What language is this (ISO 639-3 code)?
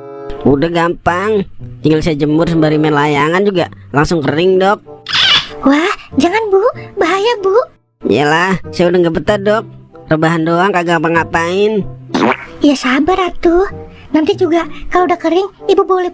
bew